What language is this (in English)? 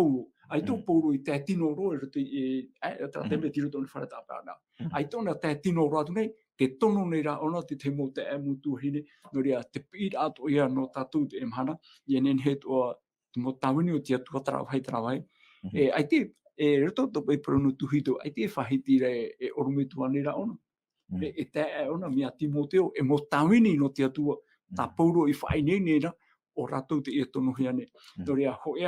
Tahitian